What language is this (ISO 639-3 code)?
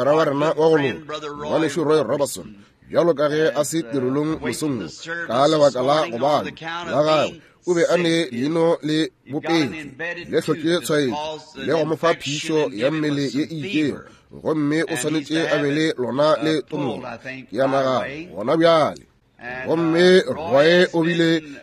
nso